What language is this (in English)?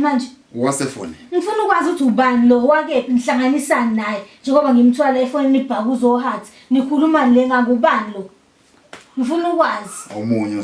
Zulu